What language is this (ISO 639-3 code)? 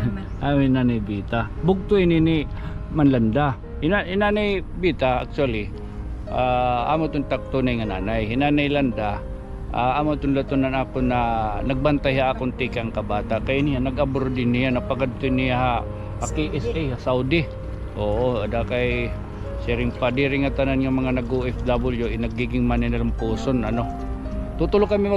war